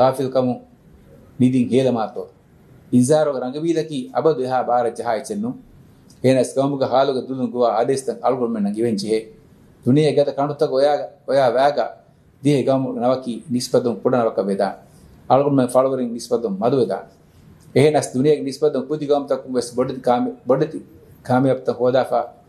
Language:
Divehi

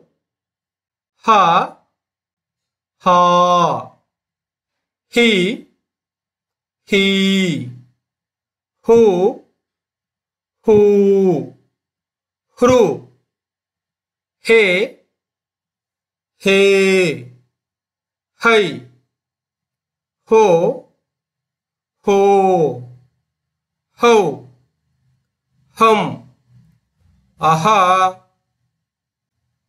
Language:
Kannada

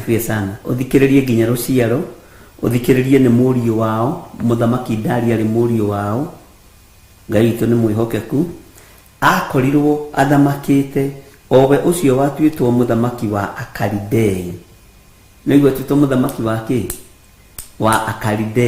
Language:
Kikuyu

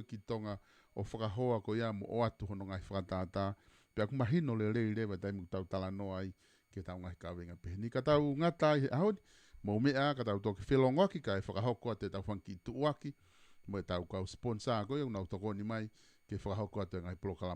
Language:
Tongan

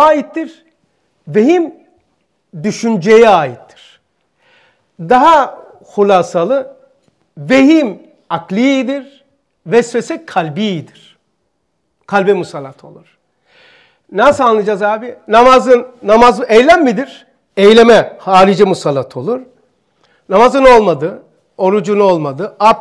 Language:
Turkish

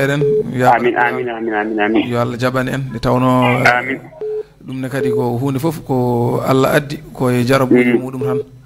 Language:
Fula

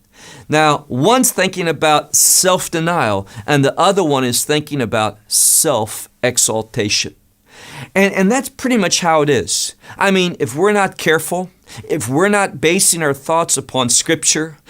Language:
English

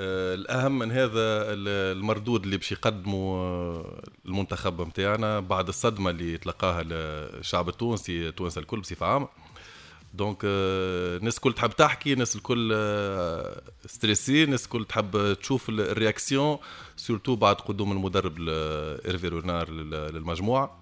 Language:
Tunisian Arabic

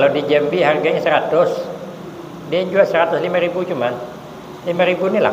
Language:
Banjar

